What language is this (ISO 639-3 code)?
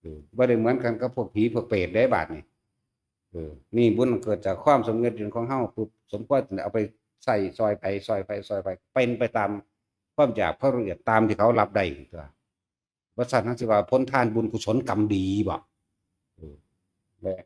tts